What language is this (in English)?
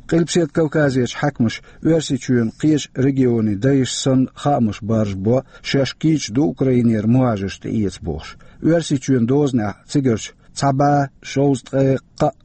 Chechen